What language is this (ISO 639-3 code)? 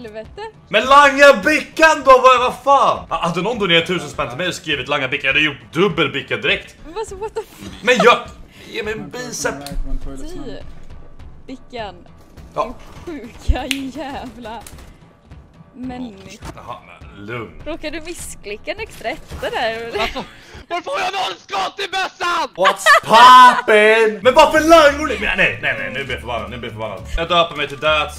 swe